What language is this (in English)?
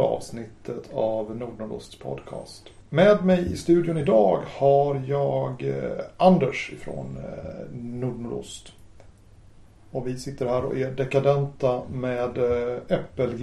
Swedish